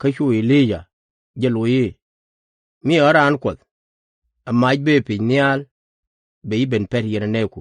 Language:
Nuer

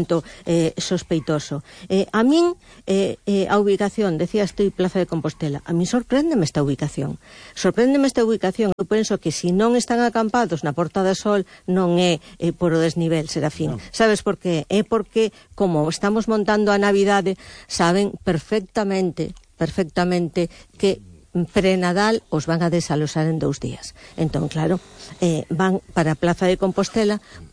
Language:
Galician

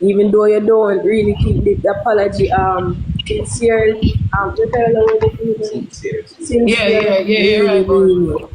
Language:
Jamaican Creole English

